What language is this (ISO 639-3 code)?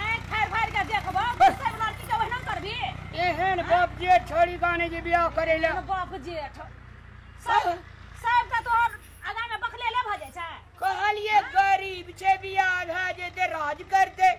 mai